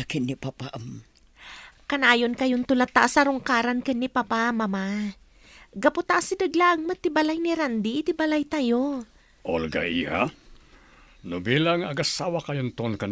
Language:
Iloko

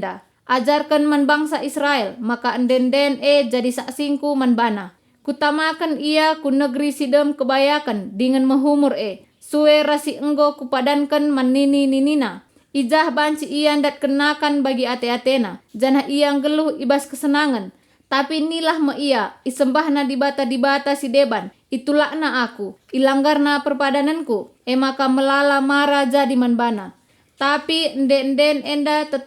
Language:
Batak Karo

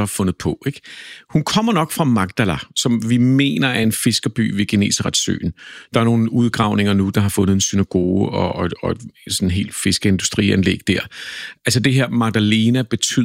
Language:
Danish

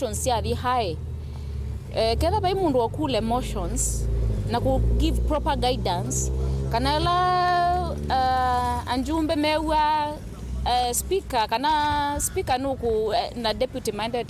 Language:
Kamba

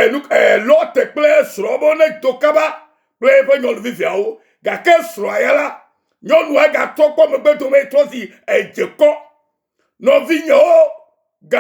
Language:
Ewe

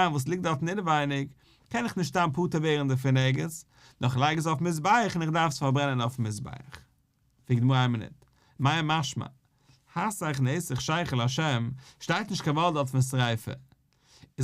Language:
Yiddish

